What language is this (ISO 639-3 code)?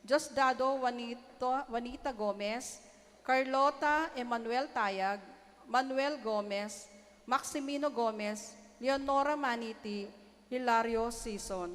pam